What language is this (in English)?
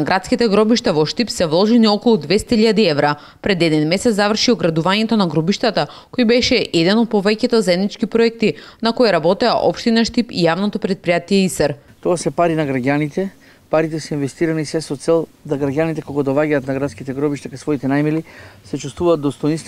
Macedonian